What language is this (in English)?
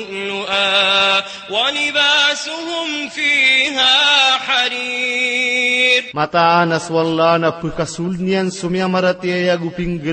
Maranao